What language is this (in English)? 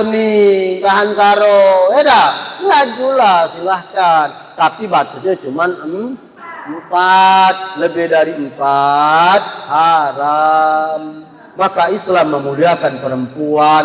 Musi